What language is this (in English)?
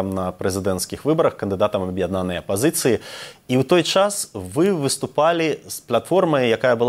Belarusian